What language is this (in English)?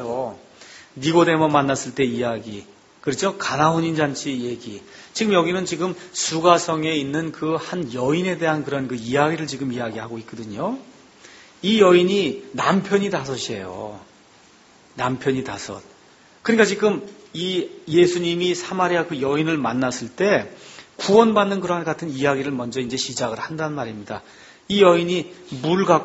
Korean